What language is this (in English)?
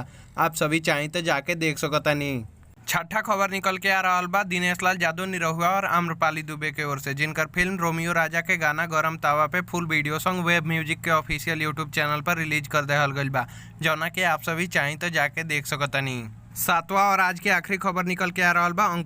Bhojpuri